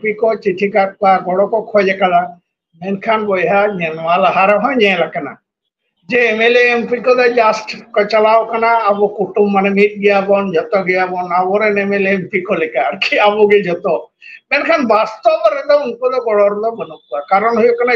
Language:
Santali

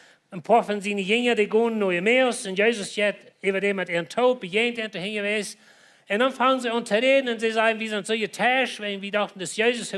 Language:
Plautdietsch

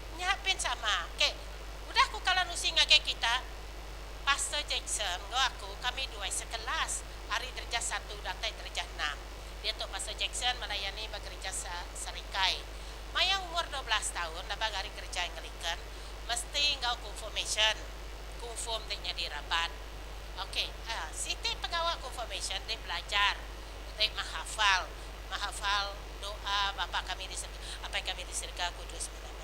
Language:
Iban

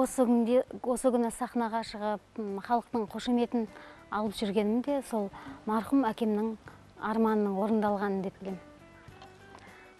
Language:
Kazakh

